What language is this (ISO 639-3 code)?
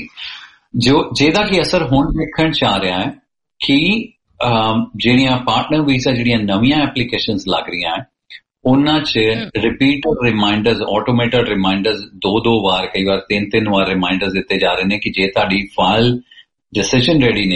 pan